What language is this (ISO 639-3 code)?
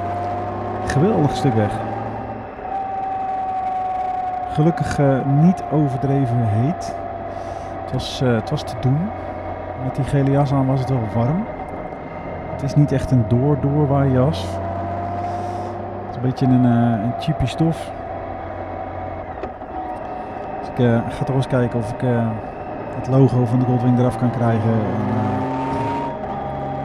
nld